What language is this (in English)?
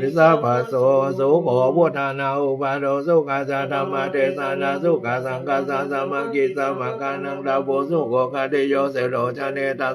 Pali